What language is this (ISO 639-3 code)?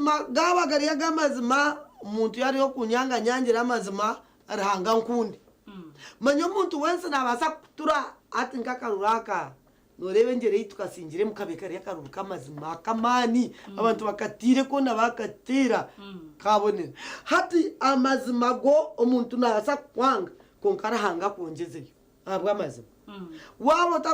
nyn